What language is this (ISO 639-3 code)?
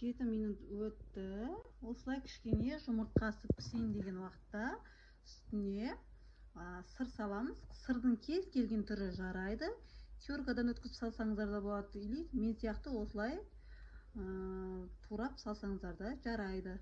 kaz